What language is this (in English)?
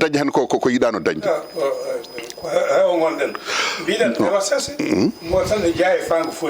Fula